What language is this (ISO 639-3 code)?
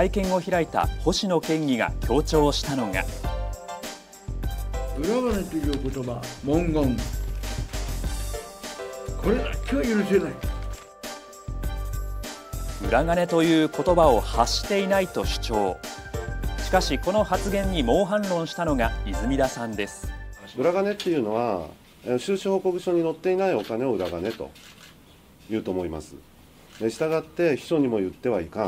jpn